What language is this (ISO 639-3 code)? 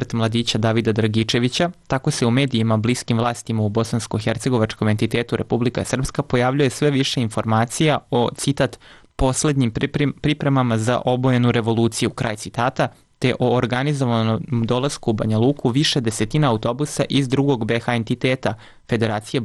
srp